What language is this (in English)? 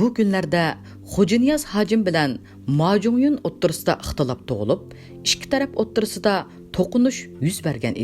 Uyghur